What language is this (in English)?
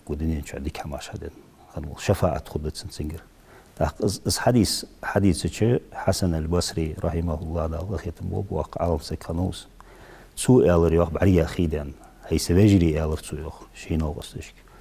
Ingush